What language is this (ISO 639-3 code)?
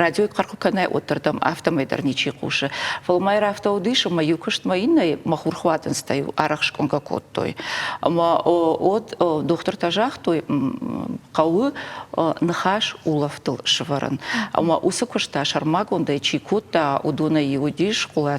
oss